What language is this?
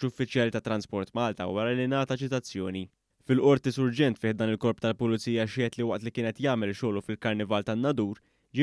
Maltese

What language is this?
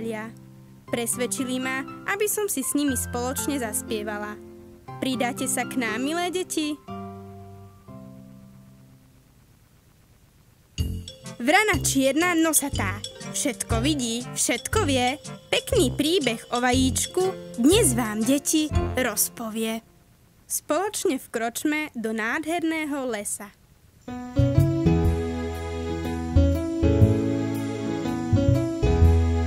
Slovak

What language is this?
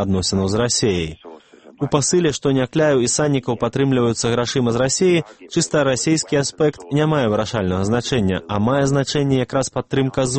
Belarusian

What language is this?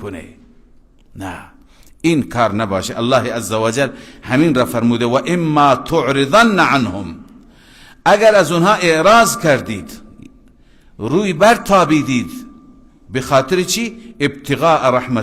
Persian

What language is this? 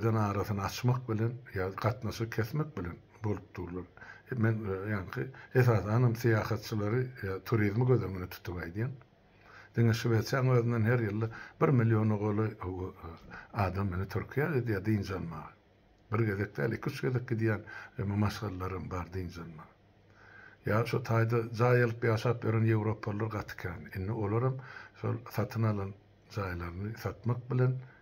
Turkmen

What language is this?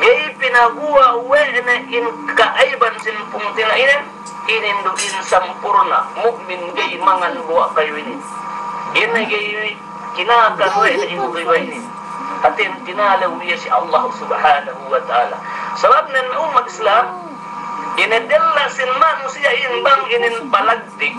Yakan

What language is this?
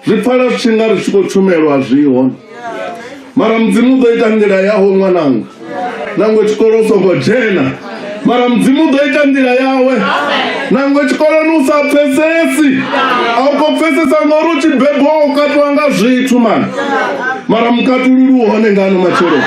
Venda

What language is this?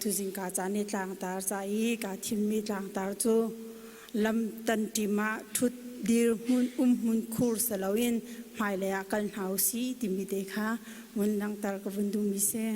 Hakha Chin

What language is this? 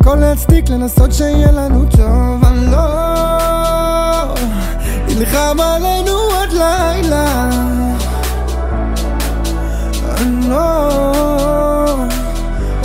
Hebrew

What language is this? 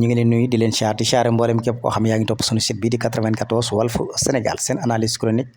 Wolof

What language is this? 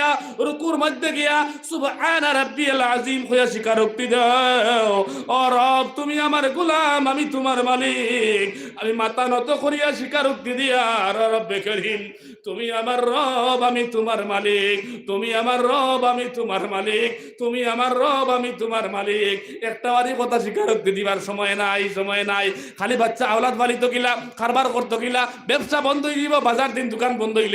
Sylheti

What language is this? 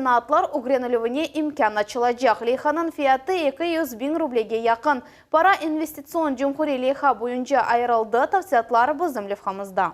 Crimean Tatar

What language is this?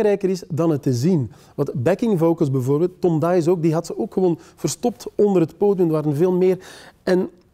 Dutch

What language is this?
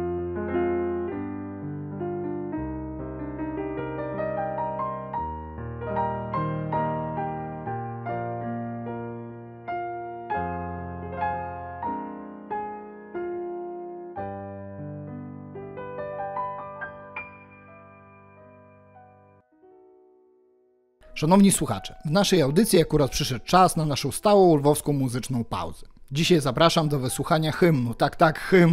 Polish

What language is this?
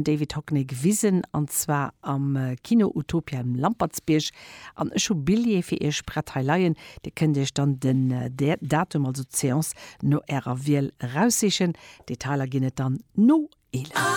Luxembourgish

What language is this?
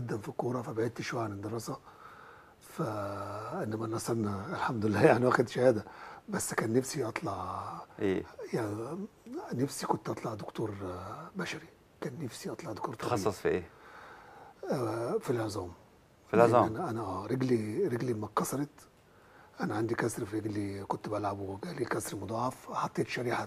Egyptian Arabic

